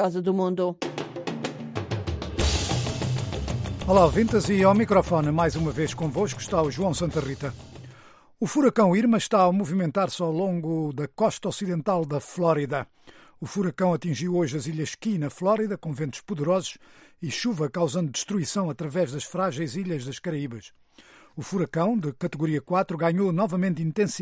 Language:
Portuguese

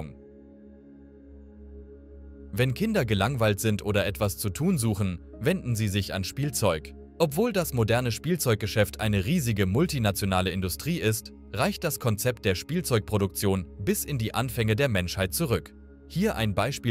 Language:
German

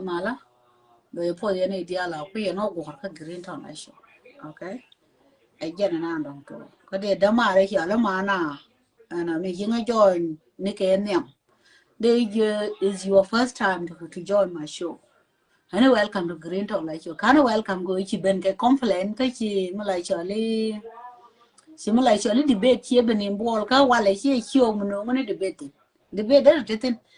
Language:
Nuer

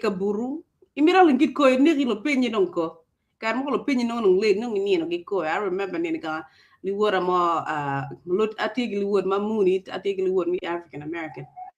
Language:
Acoli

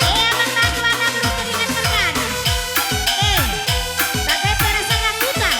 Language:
Batak Karo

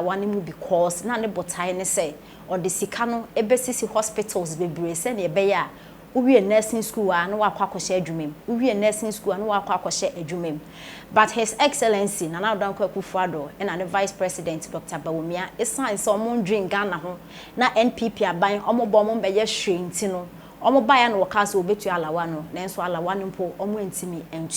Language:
Akan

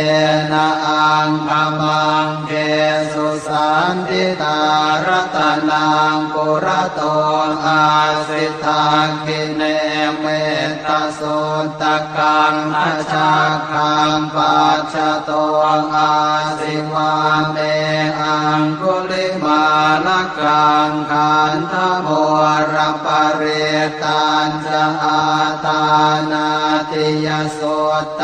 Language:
Pali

